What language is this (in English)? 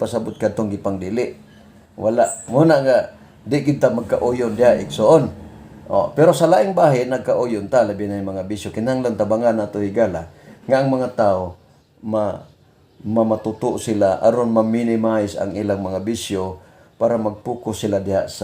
Cebuano